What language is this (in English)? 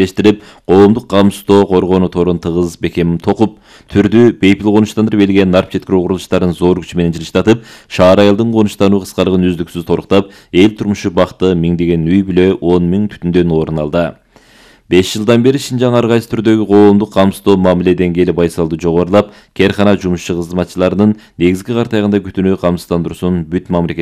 Kyrgyz